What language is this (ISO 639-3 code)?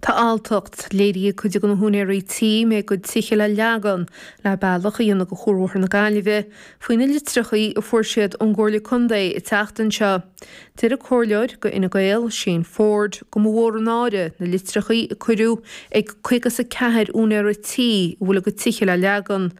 gle